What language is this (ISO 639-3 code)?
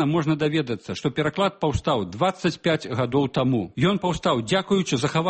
bel